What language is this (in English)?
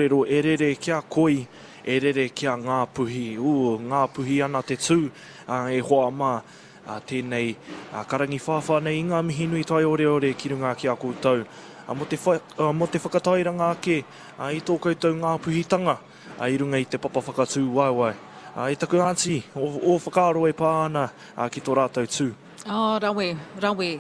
Māori